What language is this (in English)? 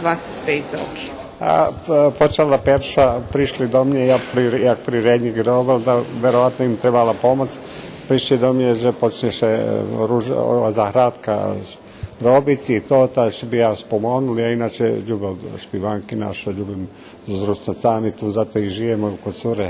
Rusyn